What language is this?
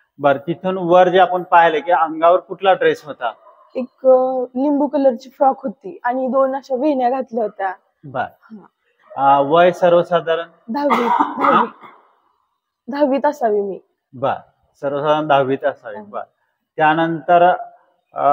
Marathi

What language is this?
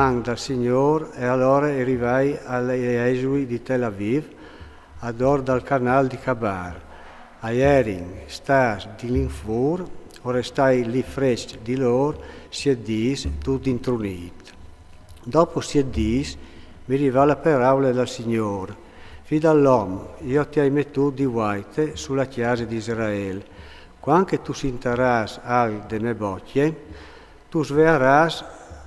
Friulian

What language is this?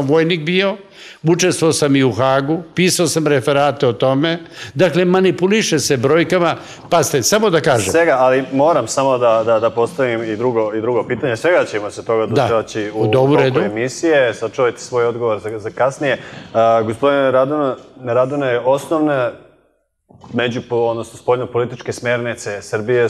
Serbian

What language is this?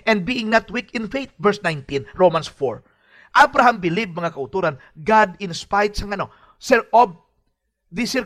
Hiligaynon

